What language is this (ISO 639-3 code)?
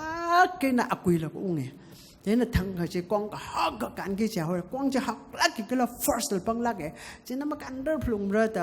nmf